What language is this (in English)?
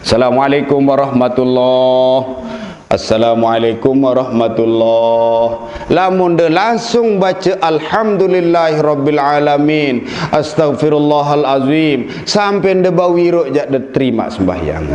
Sasak